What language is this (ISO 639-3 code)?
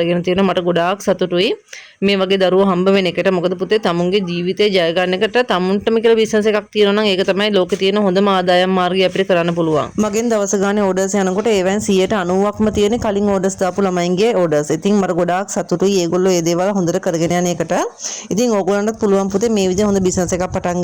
sin